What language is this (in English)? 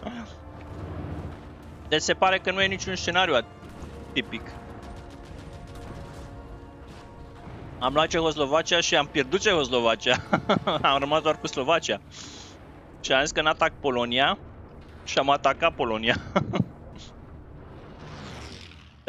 Romanian